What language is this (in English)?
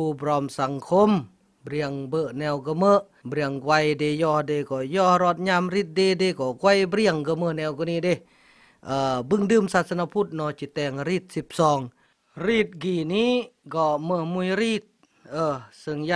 Khmu